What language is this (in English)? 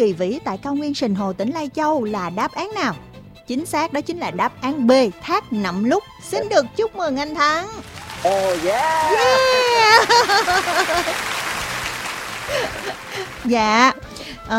Vietnamese